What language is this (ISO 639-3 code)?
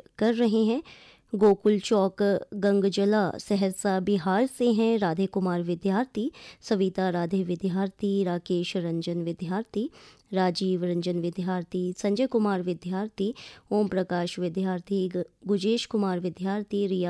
hin